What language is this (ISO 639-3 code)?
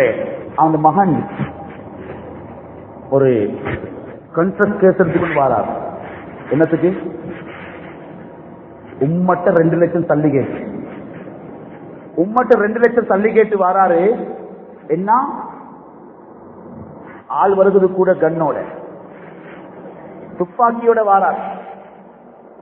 tam